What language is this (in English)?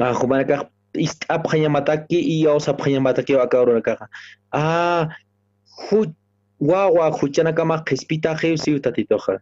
Aymara